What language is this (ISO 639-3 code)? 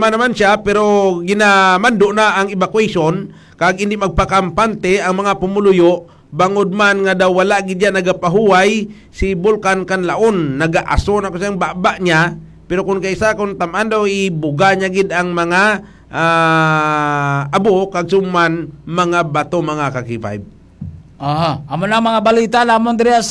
hil